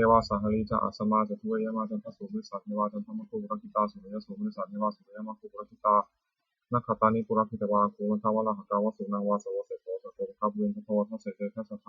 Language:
Pali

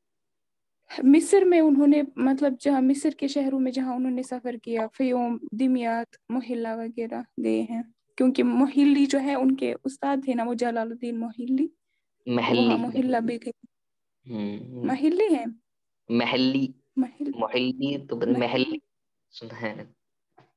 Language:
Urdu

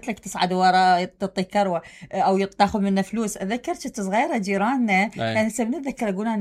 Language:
Mesopotamian Arabic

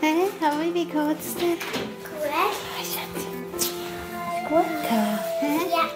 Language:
Swiss German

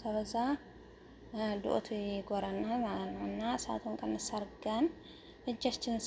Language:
Amharic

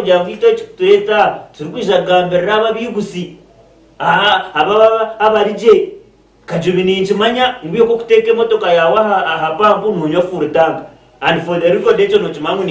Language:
Nyankole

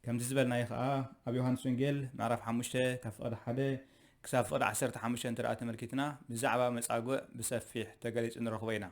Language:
Tigrinya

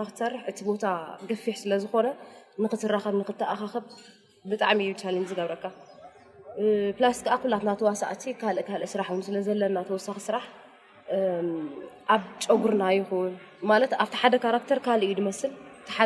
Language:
Tigrinya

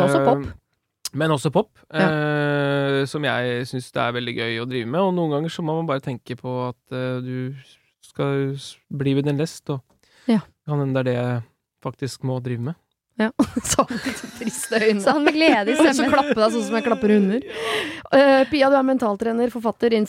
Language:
Norwegian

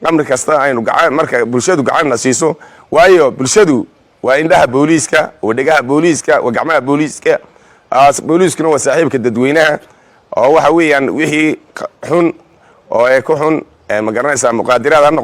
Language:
Somali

